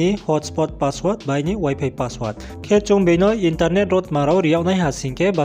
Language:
Riang (India)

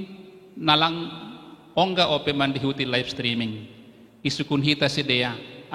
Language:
Batak Simalungun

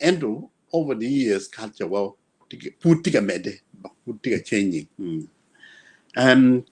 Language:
Acoli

